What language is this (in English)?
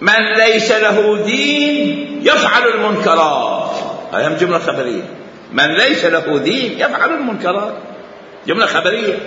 Mesopotamian Arabic